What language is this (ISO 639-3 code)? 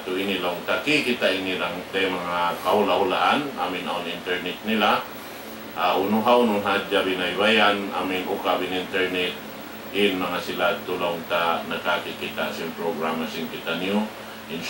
tsg